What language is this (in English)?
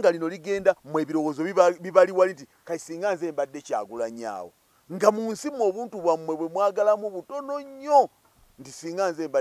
Ganda